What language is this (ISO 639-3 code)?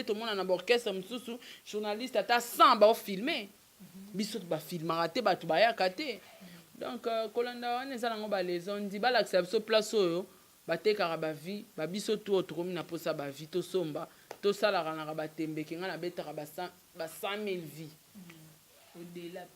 lin